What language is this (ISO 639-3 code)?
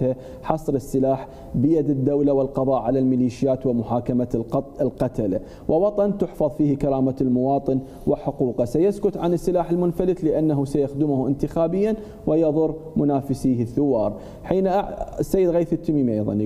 acm